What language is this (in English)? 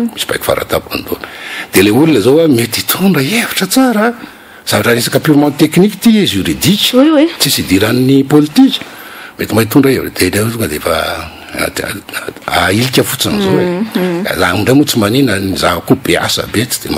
Malagasy